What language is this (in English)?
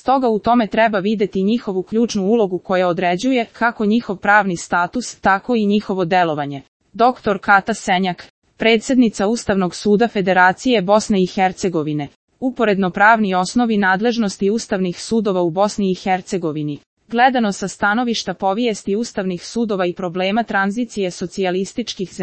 Serbian